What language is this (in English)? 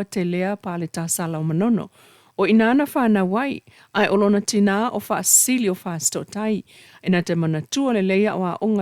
Samoan